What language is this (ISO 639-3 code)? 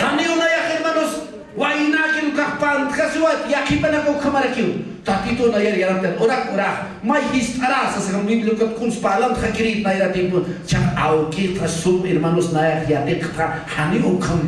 aym